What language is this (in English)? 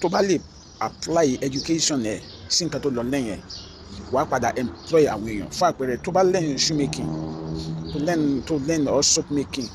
Yoruba